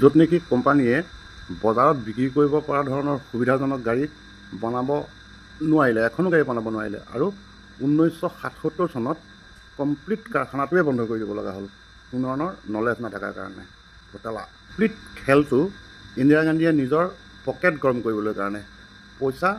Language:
Assamese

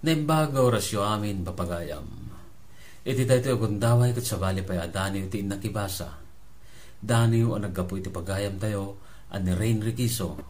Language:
Iloko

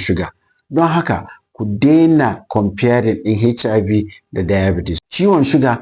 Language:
Hausa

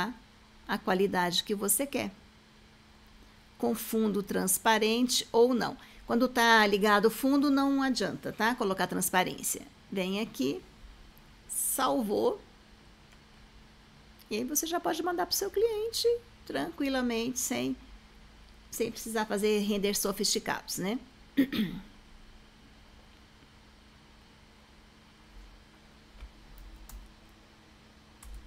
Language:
Portuguese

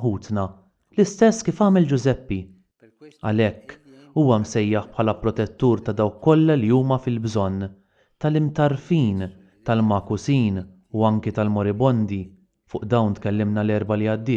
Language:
Maltese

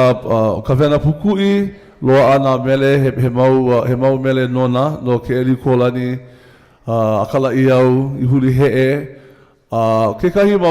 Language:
Hawaiian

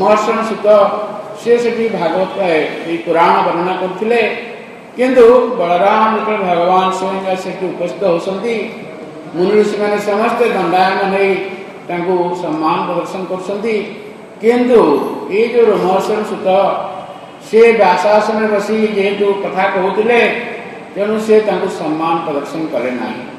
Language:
Odia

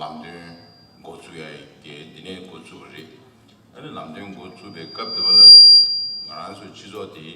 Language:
Tibetan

